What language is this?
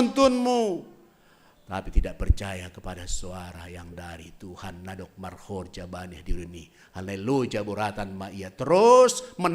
Batak Simalungun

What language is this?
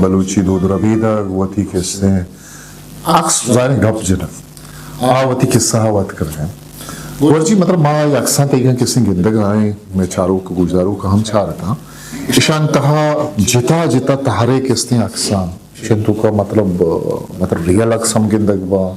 Eastern Balochi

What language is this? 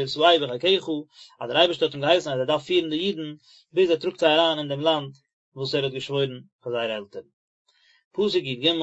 Yiddish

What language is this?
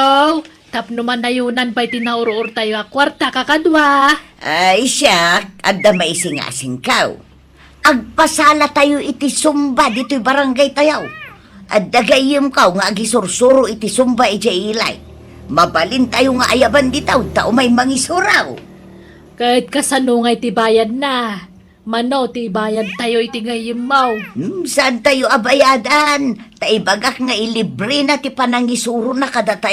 Iloko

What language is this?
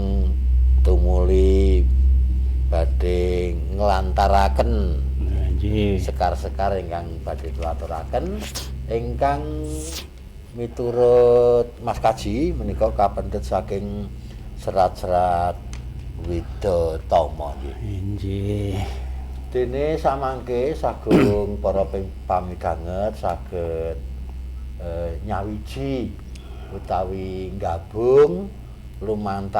Javanese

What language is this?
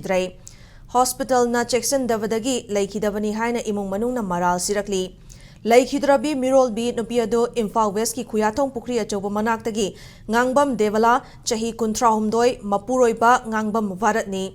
Manipuri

